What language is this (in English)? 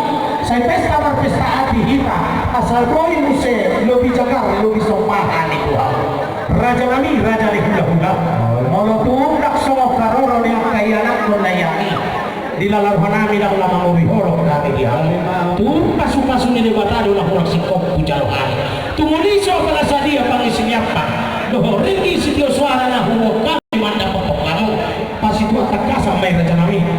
Batak Toba